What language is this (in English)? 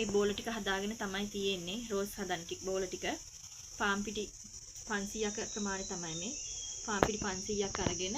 Sinhala